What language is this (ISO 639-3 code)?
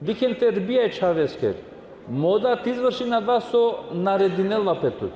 rmn